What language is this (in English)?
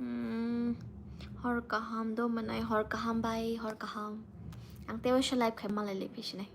Kok Borok